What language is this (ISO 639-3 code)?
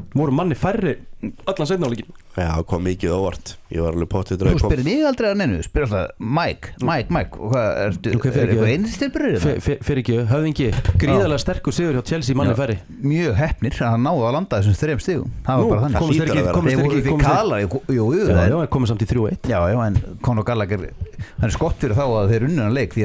isl